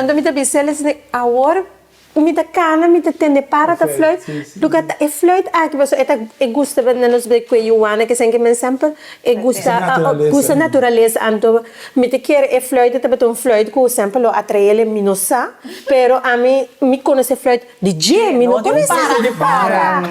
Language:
Papiamento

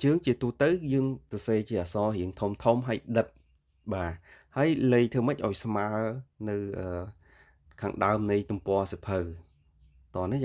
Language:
Khmer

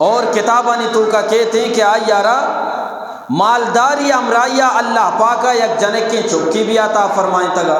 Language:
Eastern Balochi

